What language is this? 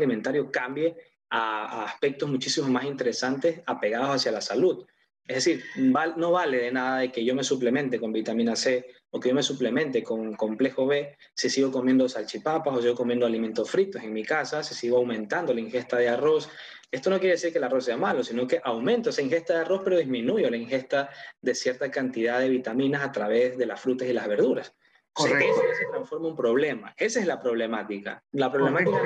Spanish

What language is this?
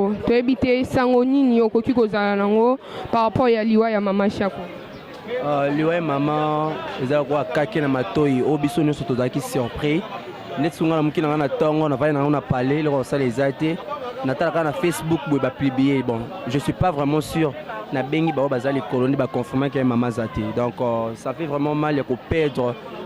Lingala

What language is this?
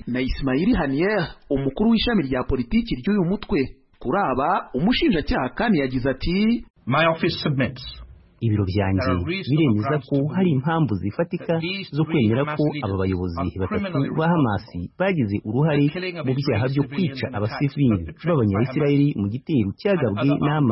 Kinyarwanda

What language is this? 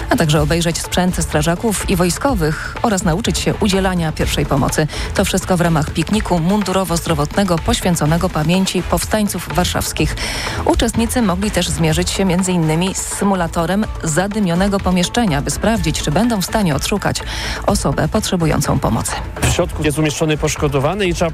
Polish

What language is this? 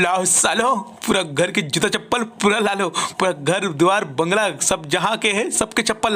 Chhattisgarhi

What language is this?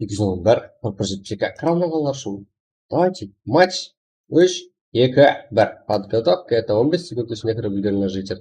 Kara-Kalpak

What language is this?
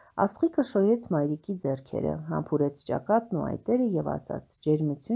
Armenian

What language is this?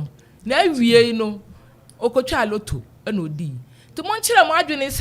Akan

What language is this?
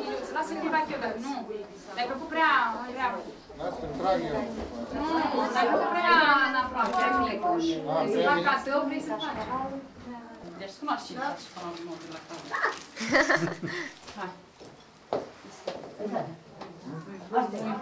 Romanian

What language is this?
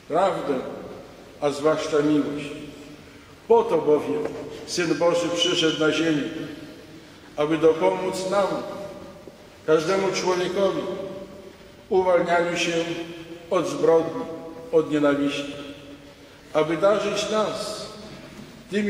Polish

